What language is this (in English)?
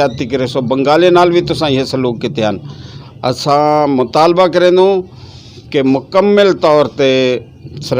Saraiki